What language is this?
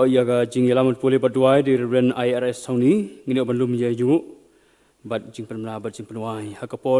Khasi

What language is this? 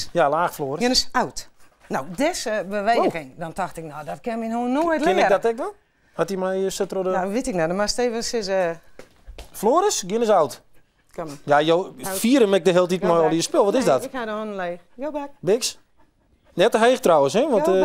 Western Frisian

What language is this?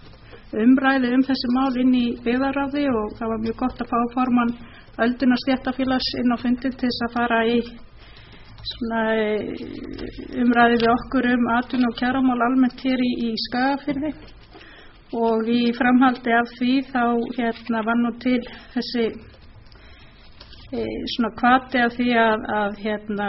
Icelandic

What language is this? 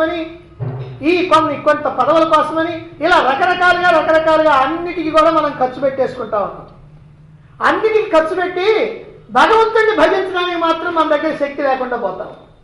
Telugu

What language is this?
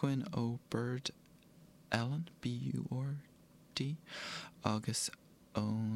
Irish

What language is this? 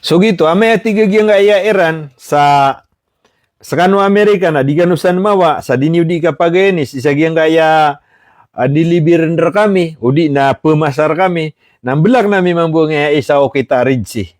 Maranao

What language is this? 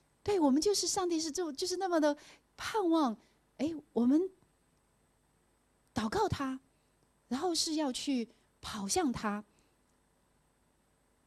Chinese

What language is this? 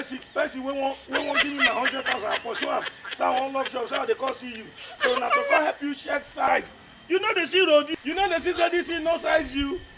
Nigerian Pidgin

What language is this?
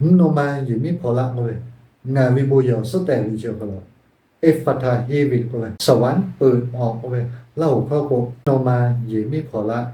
Lahu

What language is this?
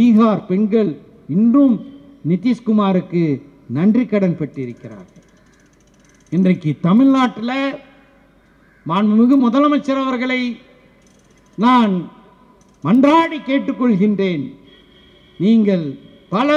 Tamil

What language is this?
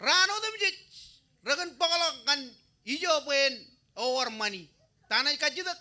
Marshallese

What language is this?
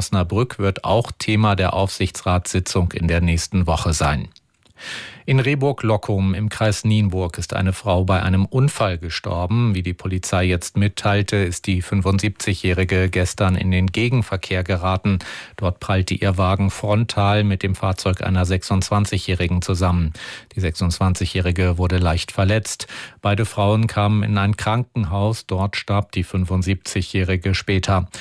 German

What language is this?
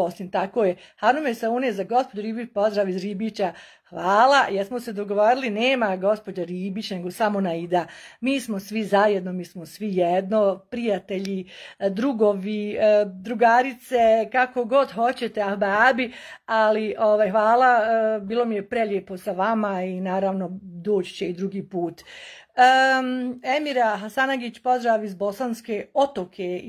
Bosnian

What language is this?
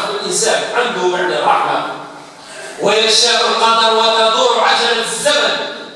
Algerian Arabic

